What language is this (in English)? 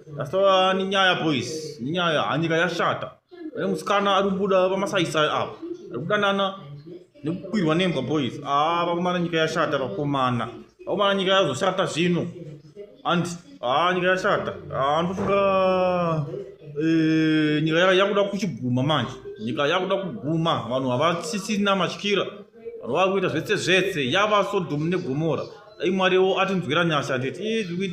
Shona